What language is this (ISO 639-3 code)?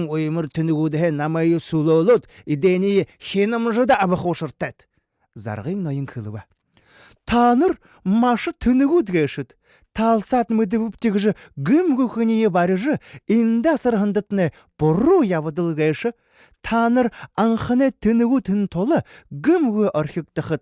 bua